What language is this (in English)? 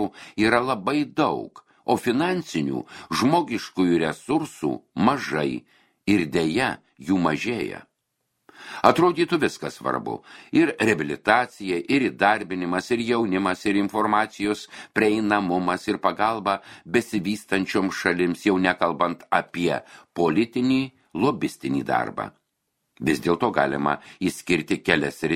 Lithuanian